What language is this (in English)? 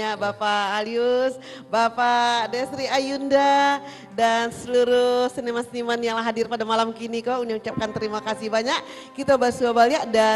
Minangkabau